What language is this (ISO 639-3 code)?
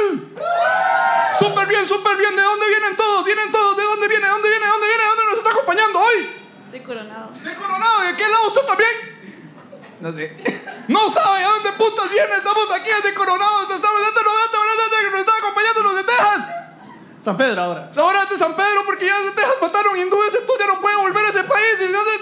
spa